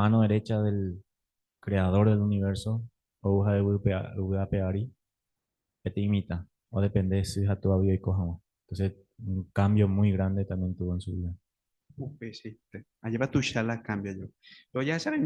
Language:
Guarani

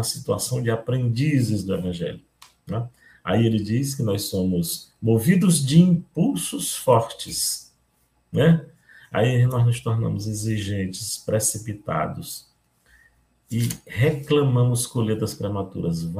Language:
Portuguese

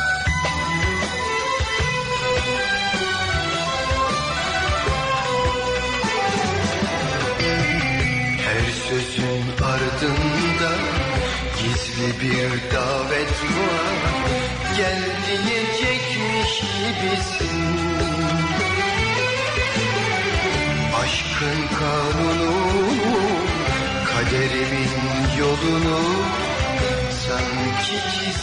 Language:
Turkish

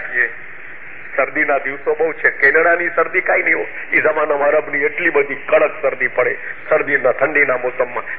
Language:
Gujarati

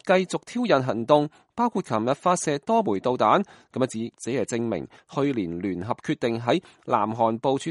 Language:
Cantonese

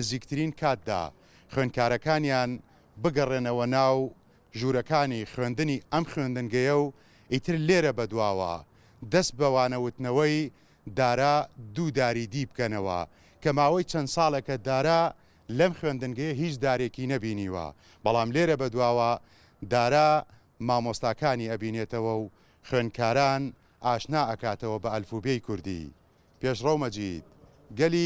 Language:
Central Kurdish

